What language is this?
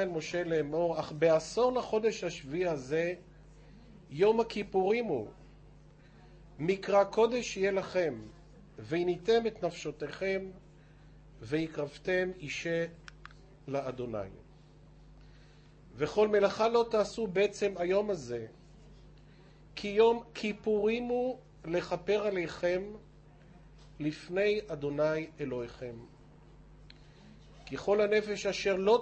Hebrew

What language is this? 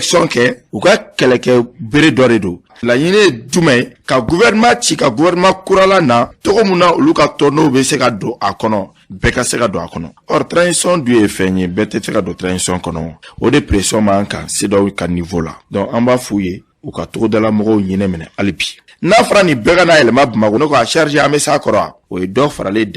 Bambara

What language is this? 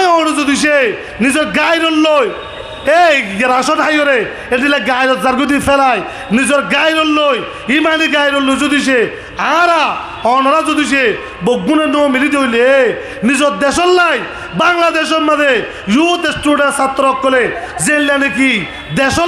Rohingya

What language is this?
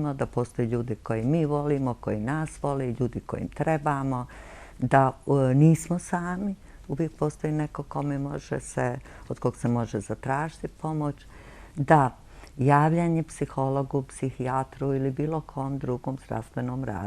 Bosnian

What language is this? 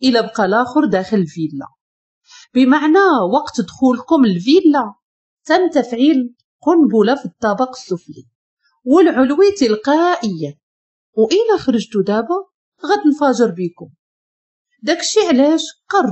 Moroccan Arabic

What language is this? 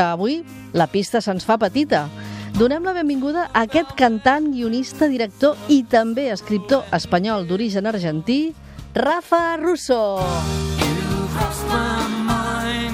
Catalan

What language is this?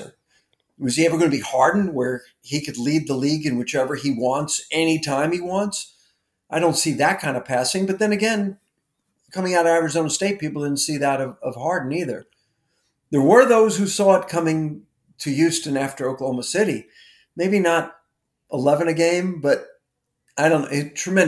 English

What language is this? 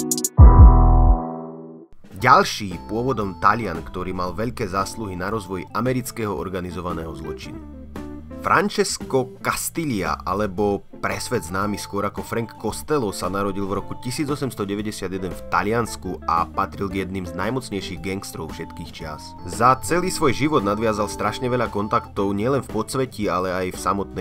Slovak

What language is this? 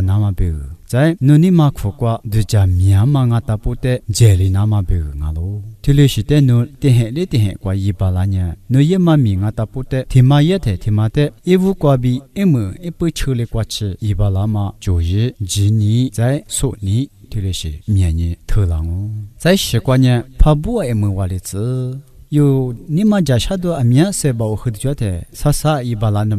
Lisu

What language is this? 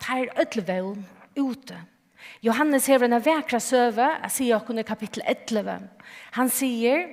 Faroese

